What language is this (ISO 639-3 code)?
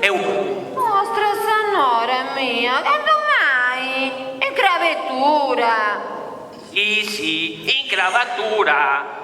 srd